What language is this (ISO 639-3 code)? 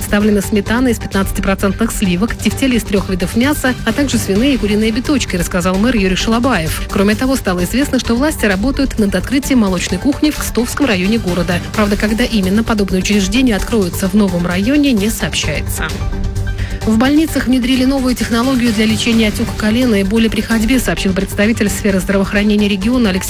rus